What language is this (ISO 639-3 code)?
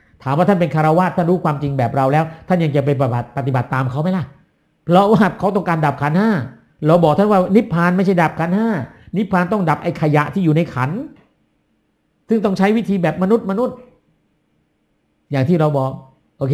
tha